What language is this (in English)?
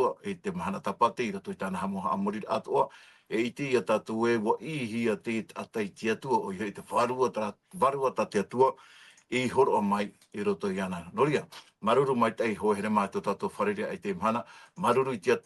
Tahitian